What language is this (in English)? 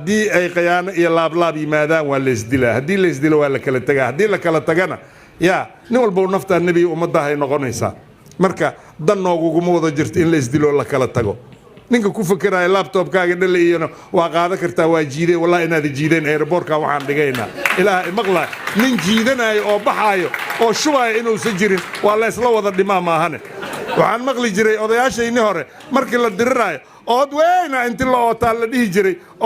Somali